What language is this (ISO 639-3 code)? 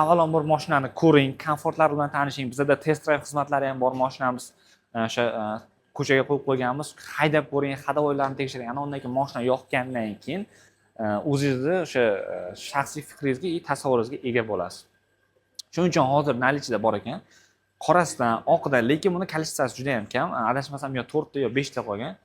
uzb